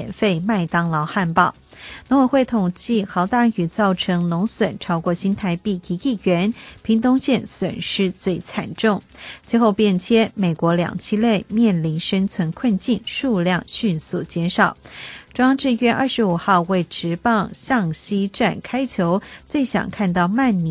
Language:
Chinese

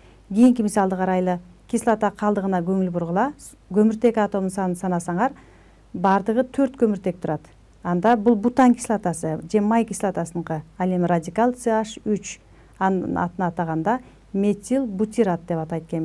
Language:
Kyrgyz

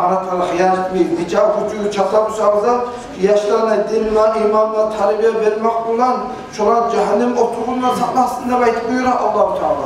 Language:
Kumyk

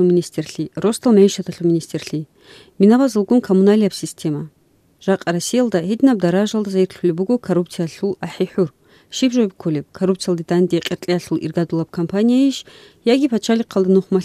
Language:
Avaric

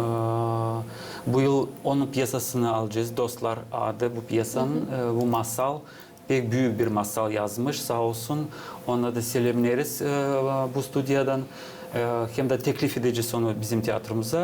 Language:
Gagauz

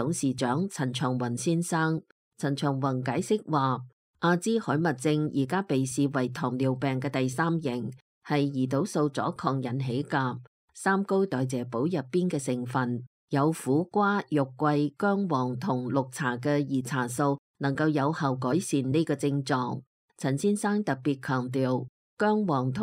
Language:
Cantonese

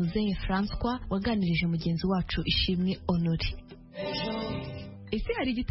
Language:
Kinyarwanda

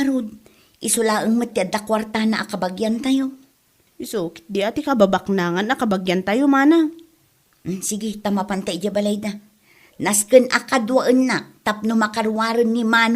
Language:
Iloko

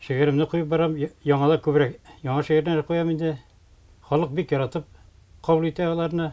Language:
Tatar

